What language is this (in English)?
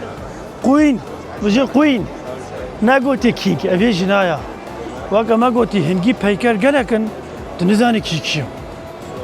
Kurdish